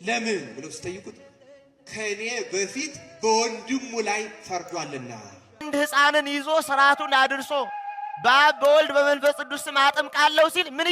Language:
Amharic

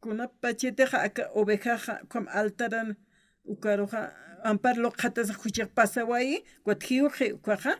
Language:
Aymara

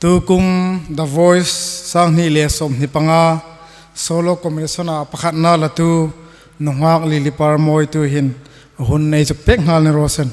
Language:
Hmar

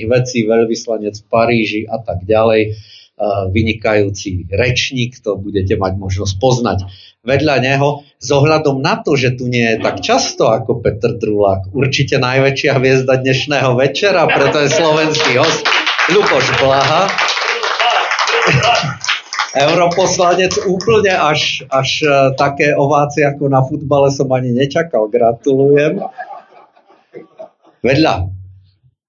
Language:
Slovak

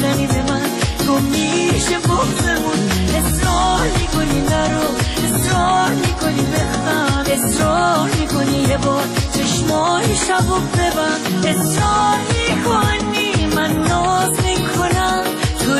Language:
Persian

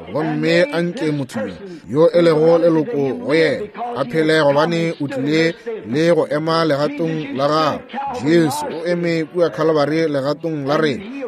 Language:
Northern Sotho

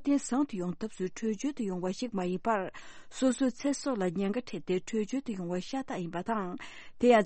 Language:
Tibetan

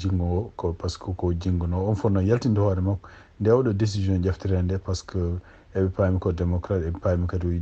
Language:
Fula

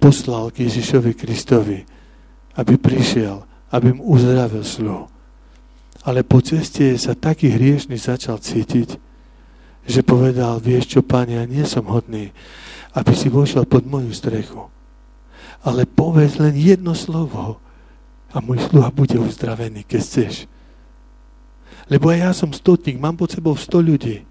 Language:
Slovak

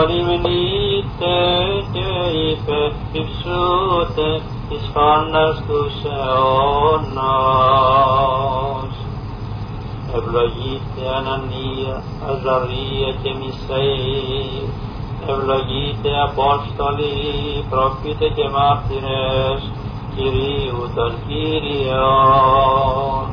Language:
Greek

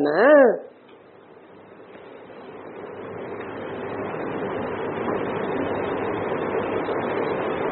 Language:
Hindi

